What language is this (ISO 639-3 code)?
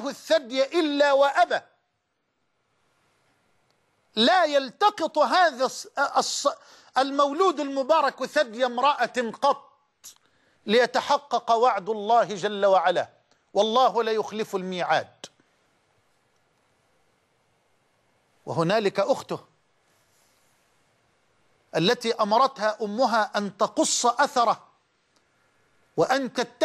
ara